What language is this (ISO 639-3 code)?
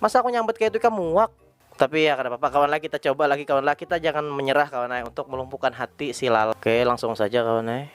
bjn